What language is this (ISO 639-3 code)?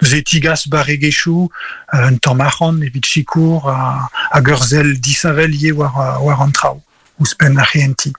bre